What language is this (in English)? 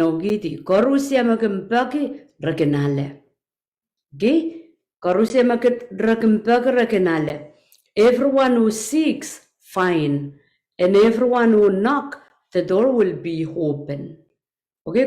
Pohnpeian